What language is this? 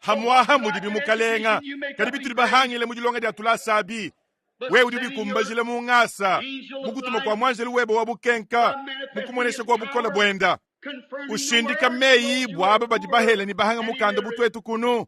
Luba-Lulua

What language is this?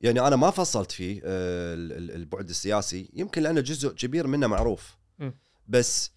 Gulf Arabic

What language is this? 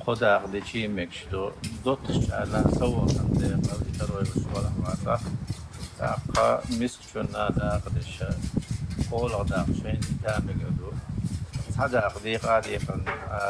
Chechen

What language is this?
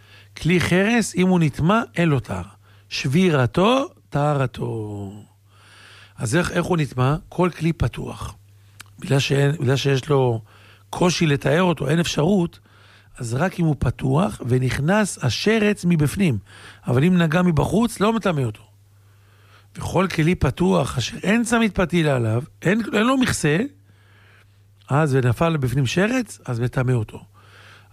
Hebrew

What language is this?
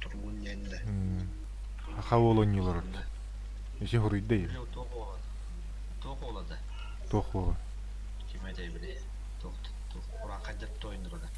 Yakut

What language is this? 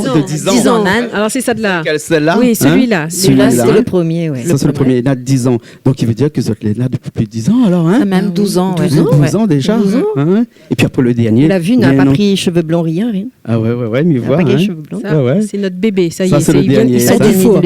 Réunion Creole French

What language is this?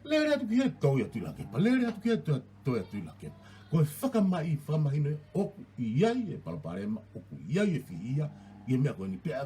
Tongan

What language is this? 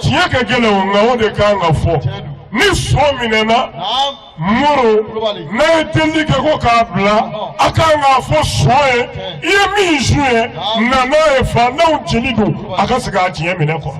Bambara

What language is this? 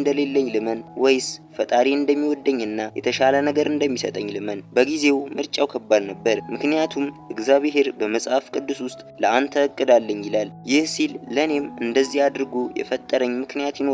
Amharic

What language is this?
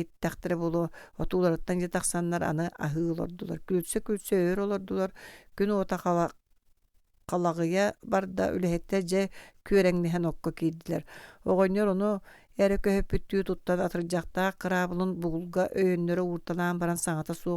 Yakut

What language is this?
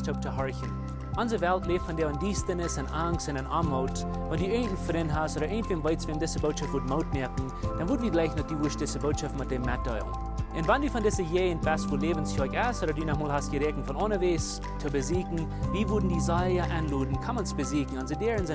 Plautdietsch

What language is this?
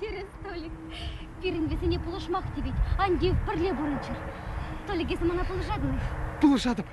Chuvash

